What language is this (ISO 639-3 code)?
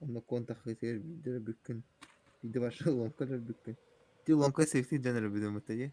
sah